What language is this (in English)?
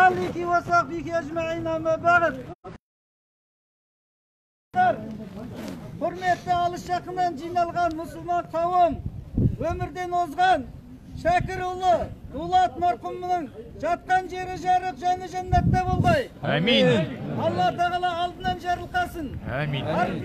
Kazakh